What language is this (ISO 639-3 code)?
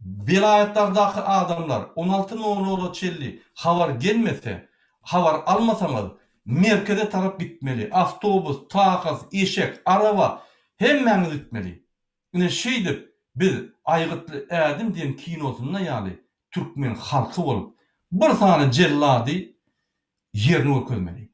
tuk